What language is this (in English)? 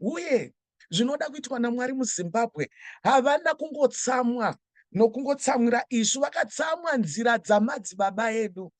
Shona